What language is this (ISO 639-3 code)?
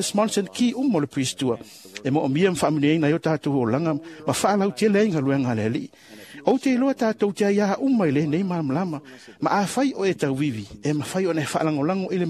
smo